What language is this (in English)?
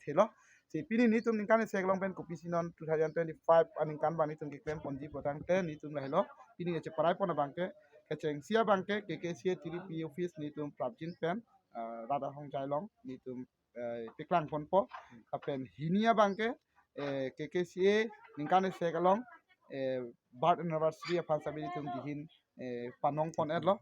Karbi